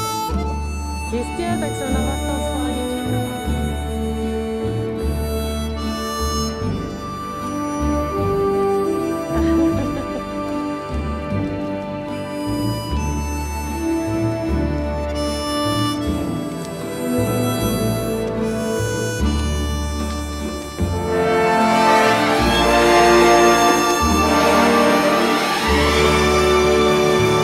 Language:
Czech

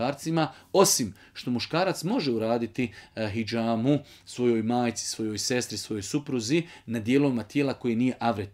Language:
Bosnian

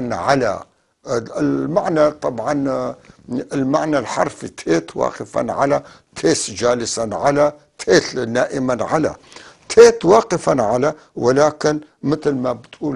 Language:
North Levantine Arabic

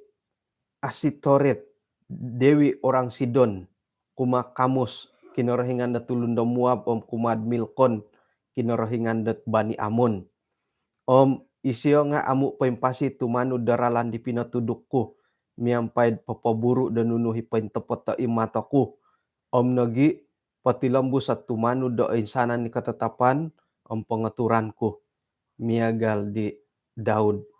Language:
Central Dusun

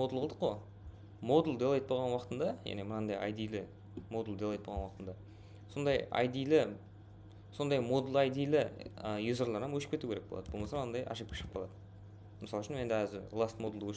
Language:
Kara-Kalpak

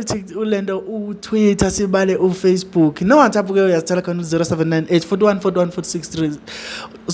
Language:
Zulu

